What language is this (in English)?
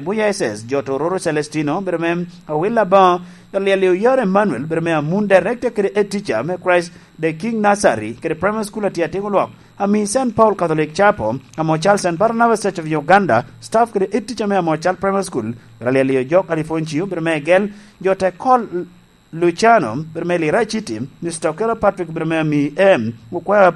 Lango (Uganda)